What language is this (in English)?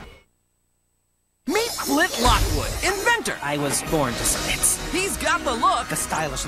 English